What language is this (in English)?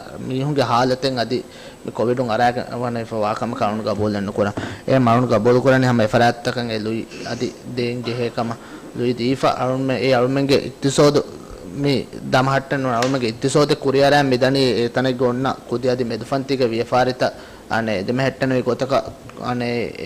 Divehi